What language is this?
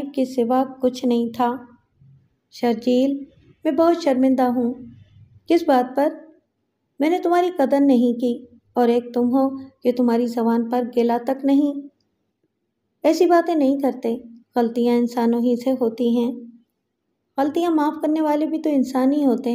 Urdu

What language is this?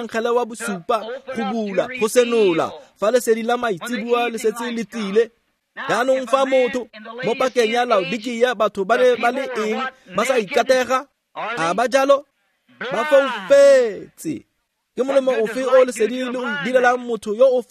Tswana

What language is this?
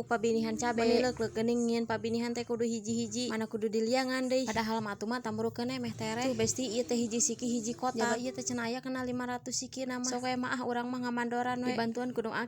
Sundanese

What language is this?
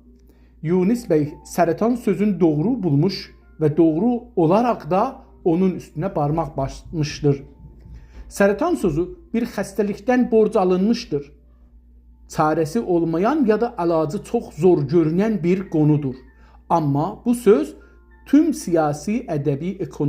South Azerbaijani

